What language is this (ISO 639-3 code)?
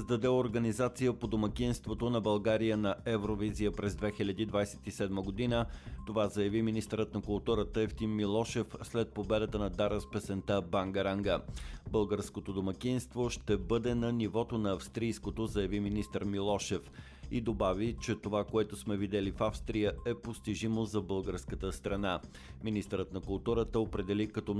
bul